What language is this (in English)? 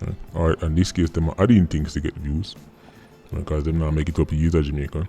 Jamaican Creole English